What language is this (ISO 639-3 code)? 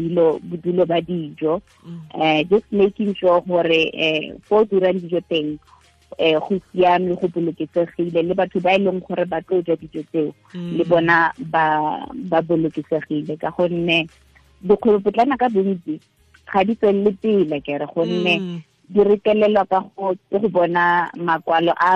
tsn